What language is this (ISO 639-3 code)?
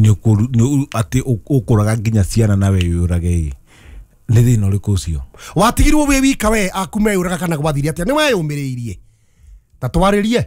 kik